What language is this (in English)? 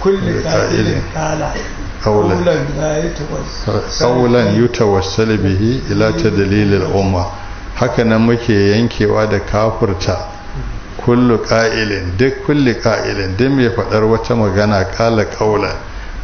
Hausa